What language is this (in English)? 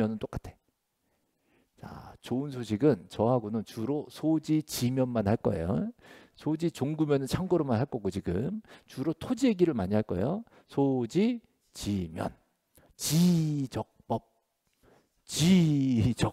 Korean